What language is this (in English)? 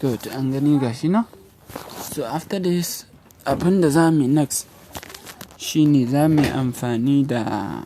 Hausa